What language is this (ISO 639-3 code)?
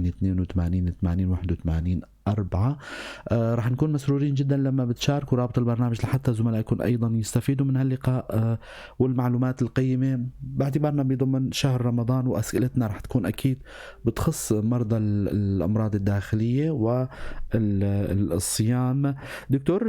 apc